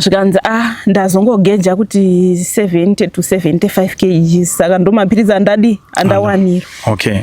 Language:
Shona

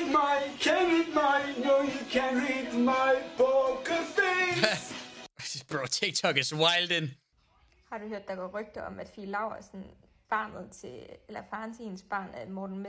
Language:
Danish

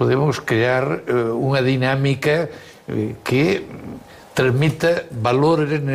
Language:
Galician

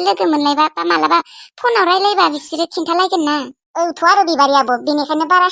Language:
Bodo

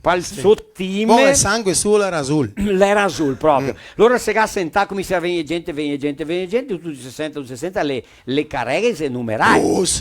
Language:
Venetian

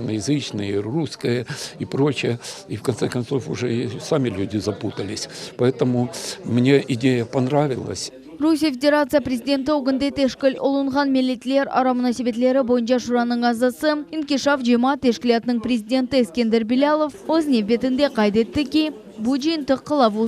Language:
Crimean Tatar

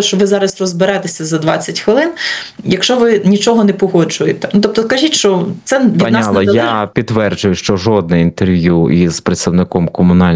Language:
Ukrainian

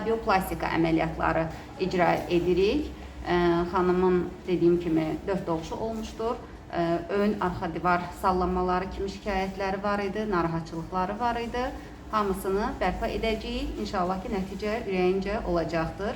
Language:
Azerbaijani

